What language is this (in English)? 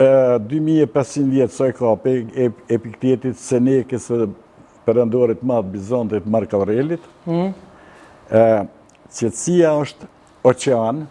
Albanian